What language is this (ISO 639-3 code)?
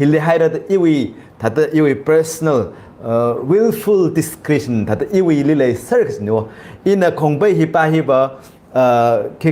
nmf